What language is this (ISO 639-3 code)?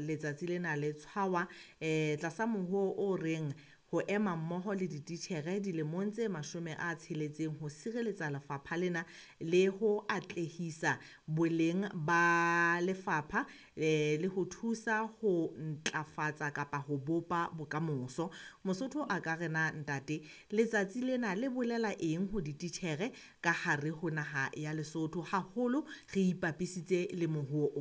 sot